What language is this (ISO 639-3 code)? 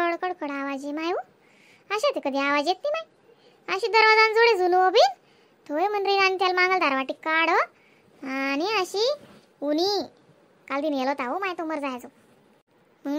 khn